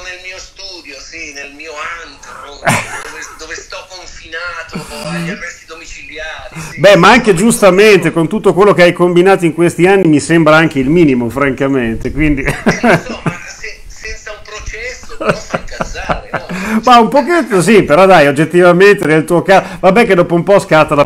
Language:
Italian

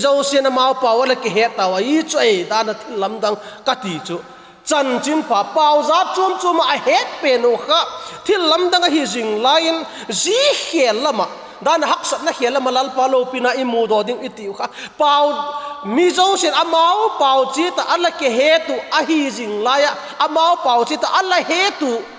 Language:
Vaiphei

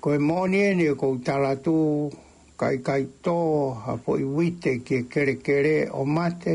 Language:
Tongan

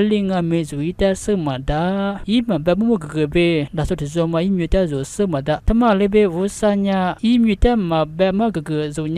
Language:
Lisu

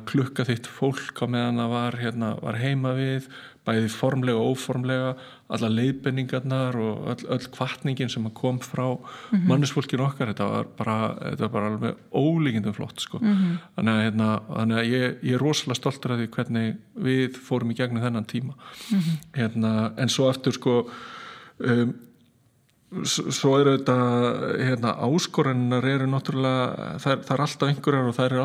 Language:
Icelandic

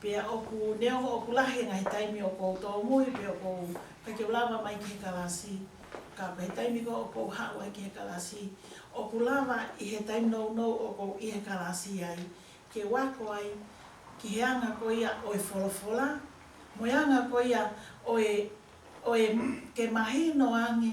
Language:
Tongan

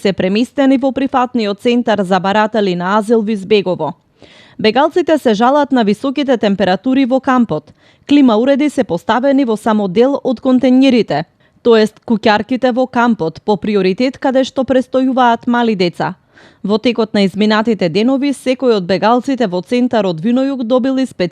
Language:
Macedonian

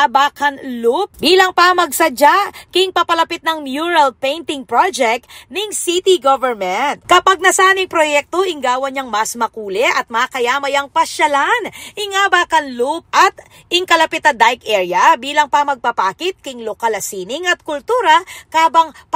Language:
Pampanga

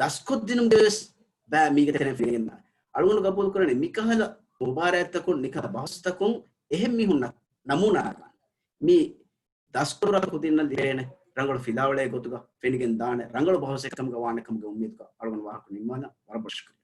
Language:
Divehi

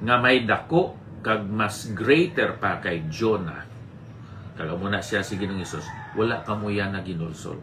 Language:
Hiligaynon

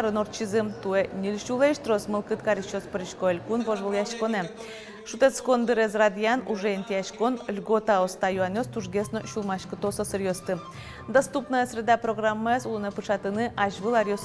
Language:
Udmurt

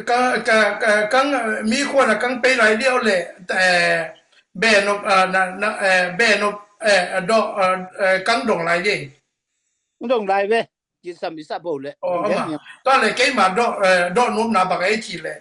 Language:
Tedim Chin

